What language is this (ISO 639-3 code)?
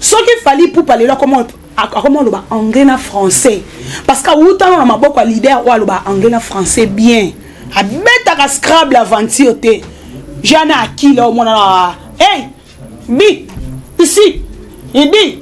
lin